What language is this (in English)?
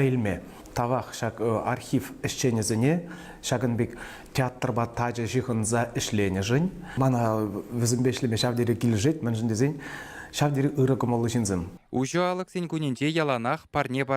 Chuvash